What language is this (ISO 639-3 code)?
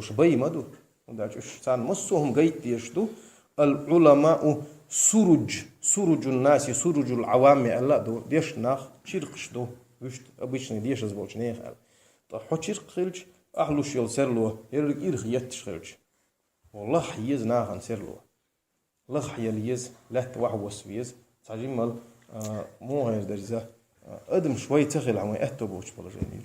che